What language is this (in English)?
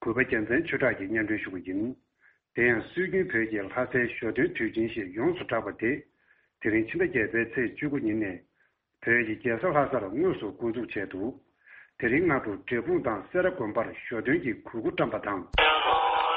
Tibetan